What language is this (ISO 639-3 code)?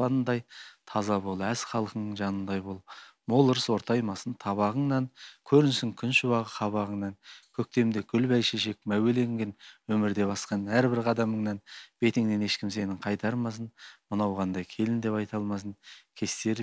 kaz